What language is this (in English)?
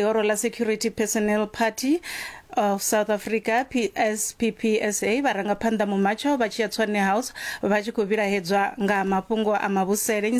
Venda